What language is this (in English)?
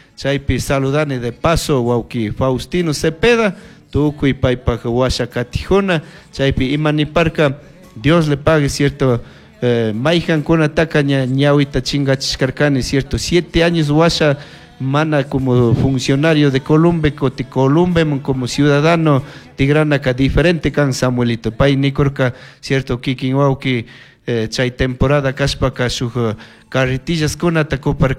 Chimborazo Highland Quichua